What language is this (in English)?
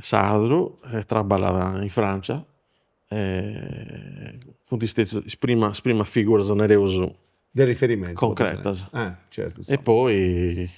Sardinian